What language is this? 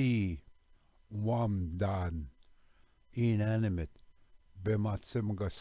Ojibwa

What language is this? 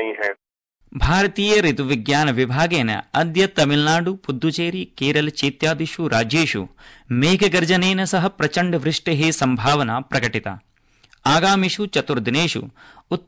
Sanskrit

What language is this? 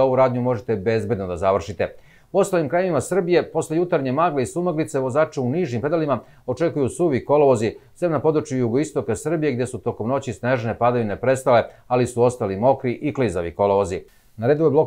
Serbian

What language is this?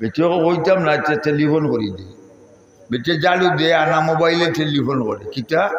Sylheti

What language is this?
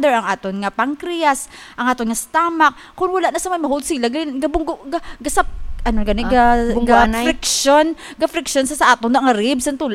Hiligaynon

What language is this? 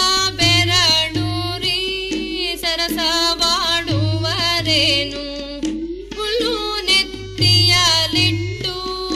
Kannada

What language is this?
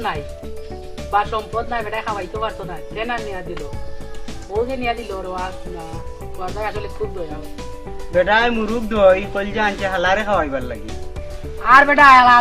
Sylheti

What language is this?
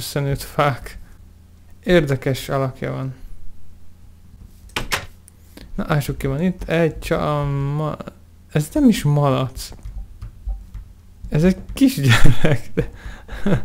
Hungarian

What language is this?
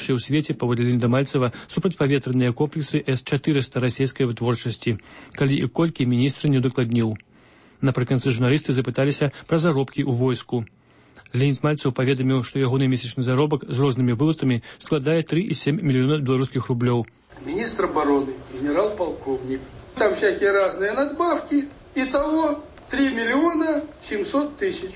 Belarusian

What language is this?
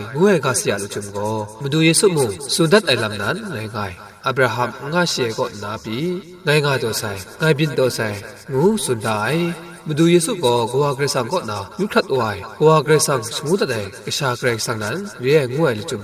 Kachin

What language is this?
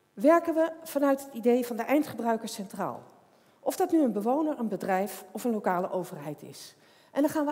Dutch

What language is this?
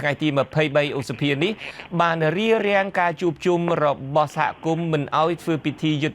Khmer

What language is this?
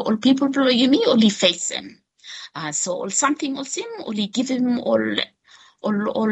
Bislama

